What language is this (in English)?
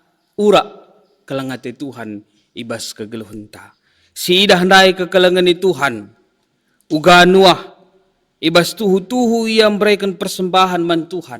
Batak Karo